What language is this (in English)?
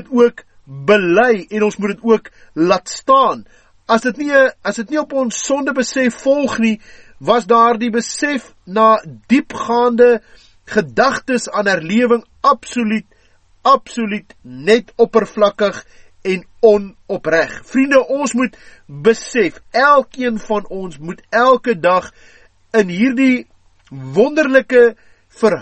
Afrikaans